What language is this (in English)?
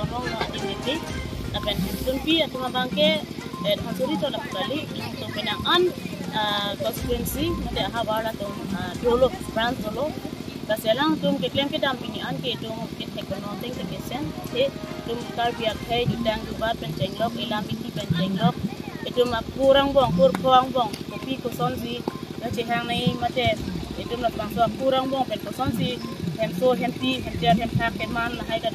Karbi